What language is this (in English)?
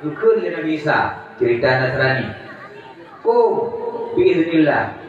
Achinese